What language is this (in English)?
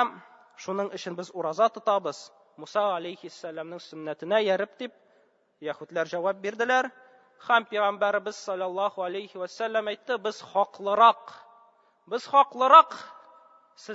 Tatar